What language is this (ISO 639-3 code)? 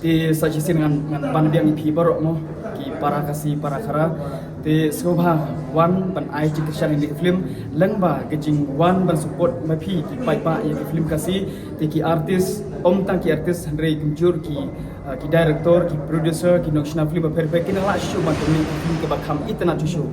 kha